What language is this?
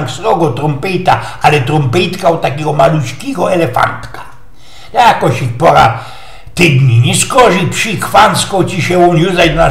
Silesian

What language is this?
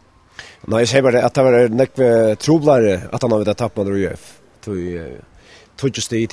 Faroese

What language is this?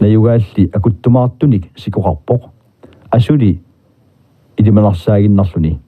Kalaallisut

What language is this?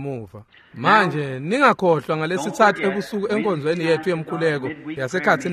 Swati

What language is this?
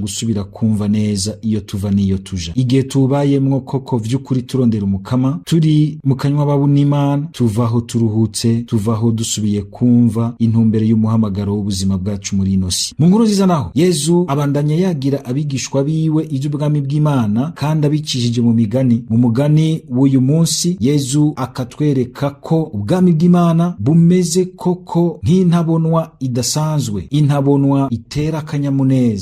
Rundi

